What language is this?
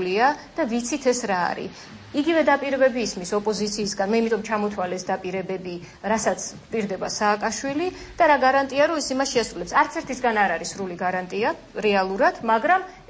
Georgian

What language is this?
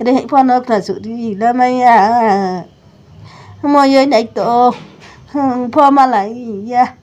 Riang (India)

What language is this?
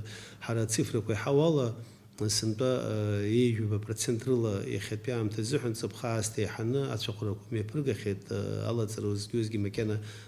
Abkhazian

